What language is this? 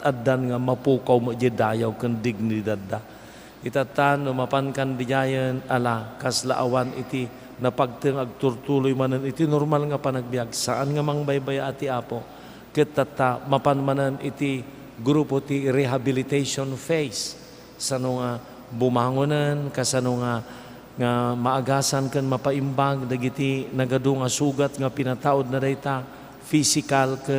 Iloko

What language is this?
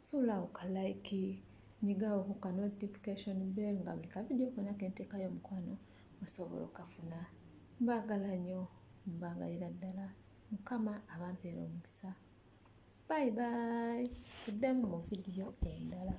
Ganda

